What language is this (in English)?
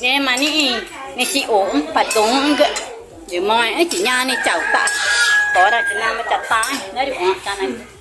Ticuna